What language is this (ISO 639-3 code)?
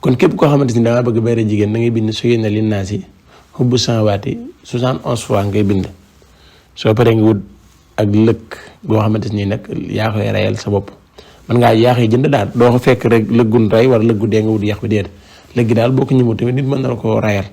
wol